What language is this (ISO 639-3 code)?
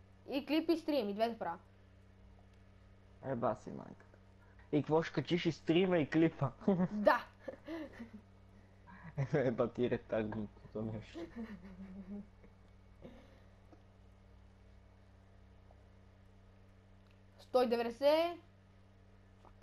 bul